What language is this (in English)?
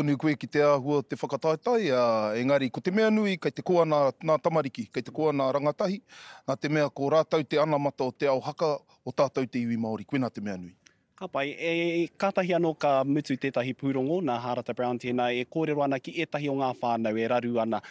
Māori